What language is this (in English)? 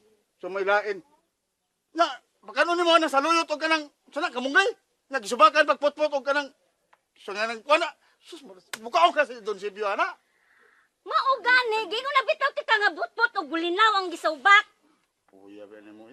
Cebuano